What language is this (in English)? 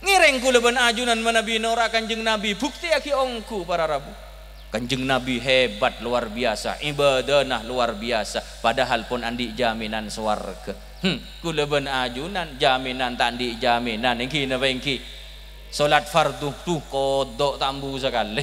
Madurese